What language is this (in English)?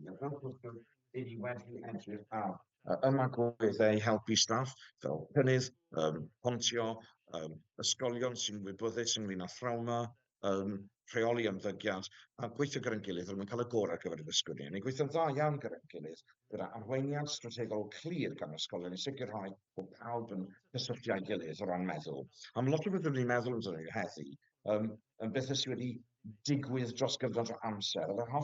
Welsh